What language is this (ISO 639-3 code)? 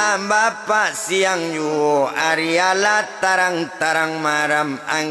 min